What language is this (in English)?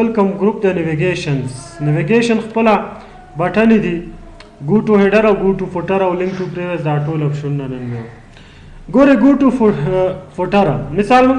Pashto